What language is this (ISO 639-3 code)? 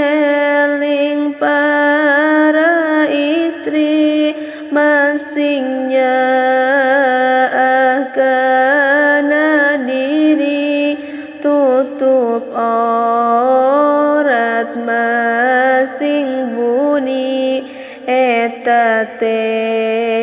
sun